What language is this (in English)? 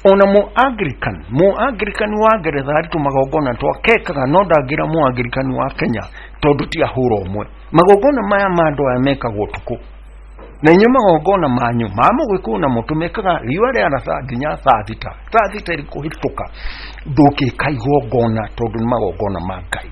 Kikuyu